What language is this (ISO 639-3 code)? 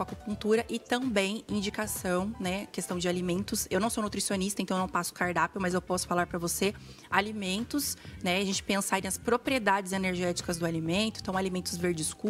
por